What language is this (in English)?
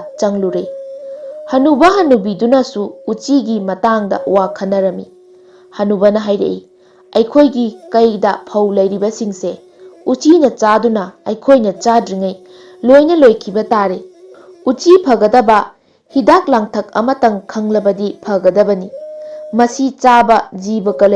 Manipuri